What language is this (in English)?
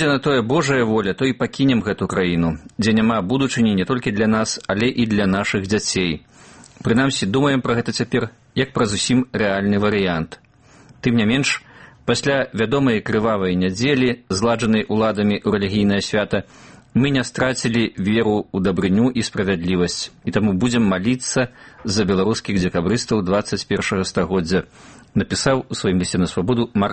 Belarusian